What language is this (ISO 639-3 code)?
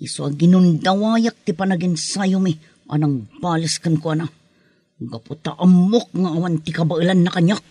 ilo